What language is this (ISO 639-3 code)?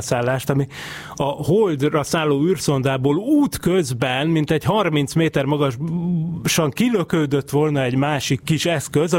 hun